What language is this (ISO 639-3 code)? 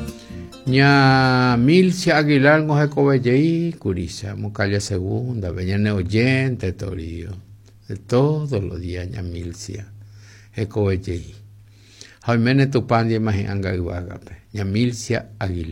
grn